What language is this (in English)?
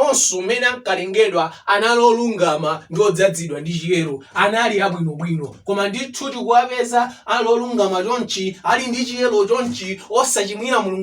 Nyanja